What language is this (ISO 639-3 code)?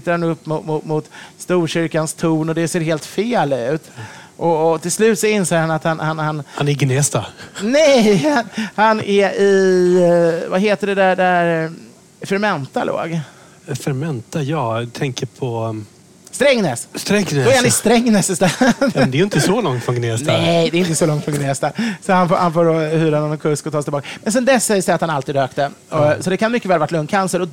swe